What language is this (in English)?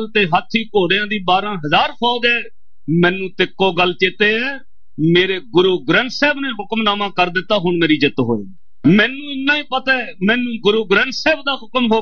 Punjabi